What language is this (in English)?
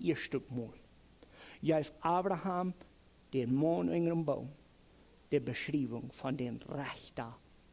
Plautdietsch